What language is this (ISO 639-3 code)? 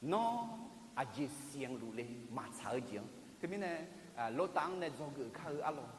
ahk